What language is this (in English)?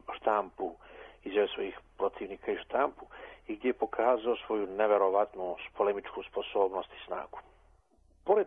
Serbian